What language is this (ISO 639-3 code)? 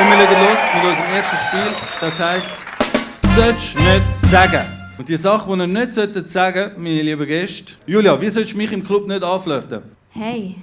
gsw